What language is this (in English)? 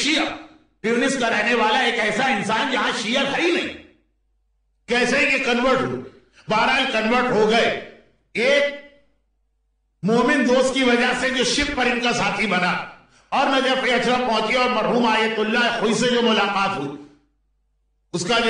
Urdu